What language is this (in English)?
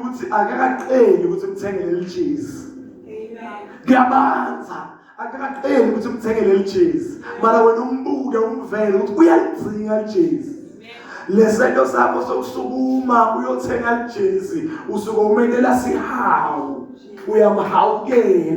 Zulu